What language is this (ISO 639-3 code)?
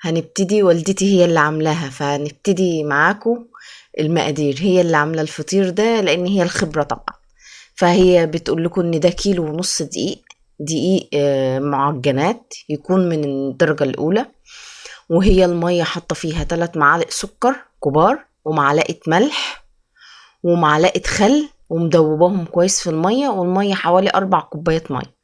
arz